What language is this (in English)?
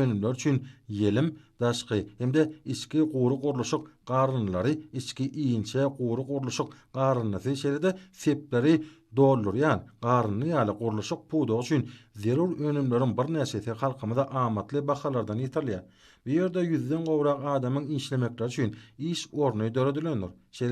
Turkmen